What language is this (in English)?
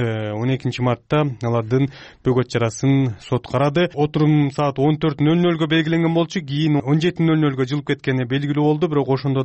Kyrgyz